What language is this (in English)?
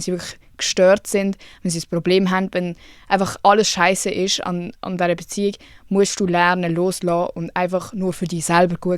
Swiss German